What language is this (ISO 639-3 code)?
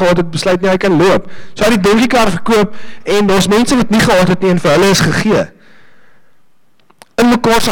afr